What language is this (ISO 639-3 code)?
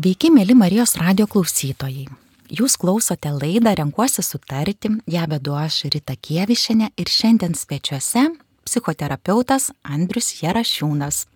lit